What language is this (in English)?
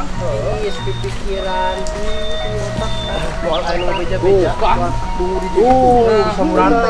Sundanese